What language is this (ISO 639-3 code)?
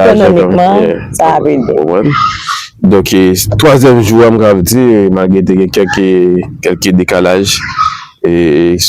hat